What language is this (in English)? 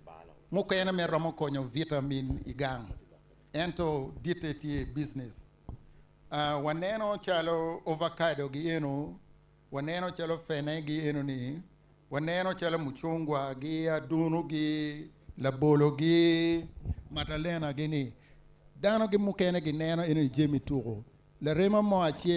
Acoli